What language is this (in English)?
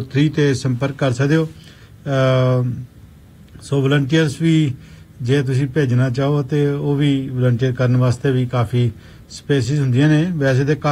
Punjabi